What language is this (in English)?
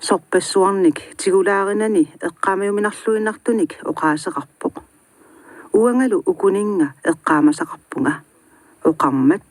Kalaallisut